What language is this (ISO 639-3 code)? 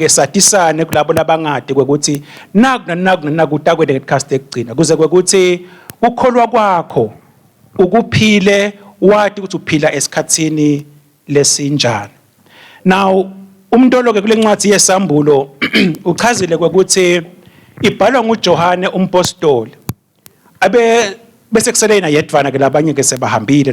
ssw